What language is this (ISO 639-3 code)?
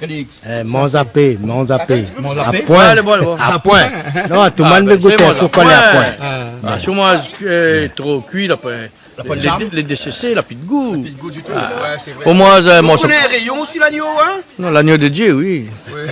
rcf